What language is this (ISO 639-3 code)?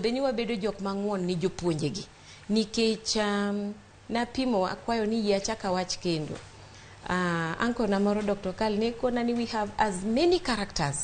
luo